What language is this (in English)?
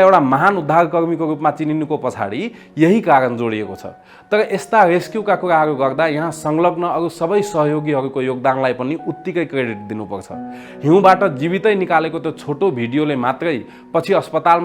Nepali